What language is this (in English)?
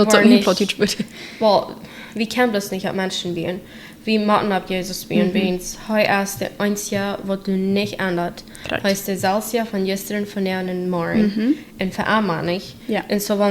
Plautdietsch